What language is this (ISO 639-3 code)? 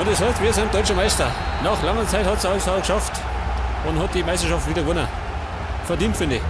bar